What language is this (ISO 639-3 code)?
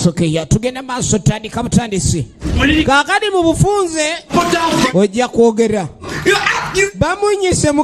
lug